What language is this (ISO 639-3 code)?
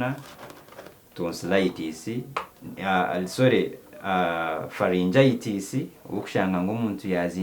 nyn